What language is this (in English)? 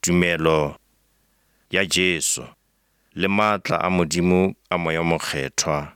Northern Sotho